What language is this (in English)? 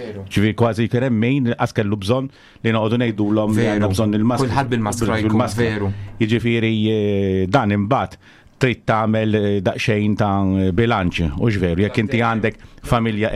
Maltese